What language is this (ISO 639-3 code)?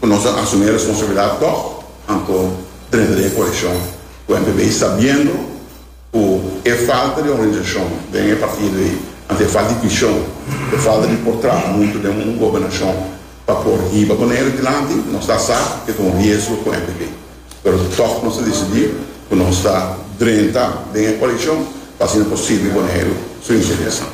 pap